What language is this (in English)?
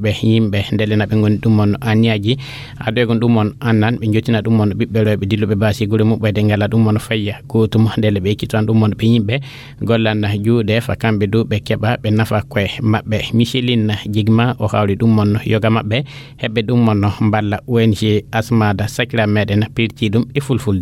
Fula